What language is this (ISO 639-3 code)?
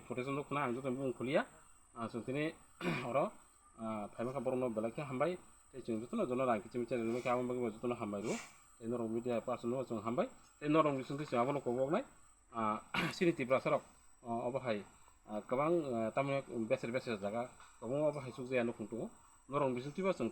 trp